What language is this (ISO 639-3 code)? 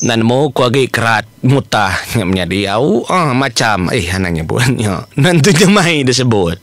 iba